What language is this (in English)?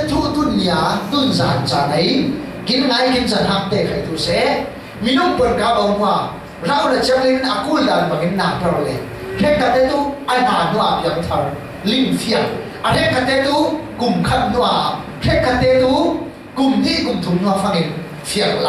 Falam Chin